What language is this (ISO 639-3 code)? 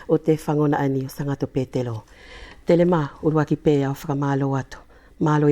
wls